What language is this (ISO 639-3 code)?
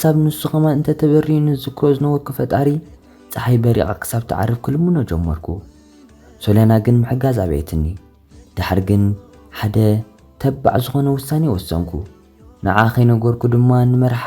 tir